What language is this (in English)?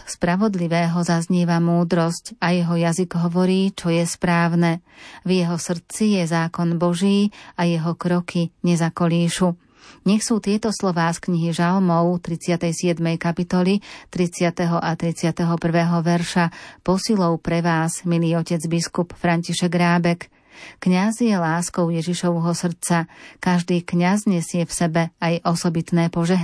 Slovak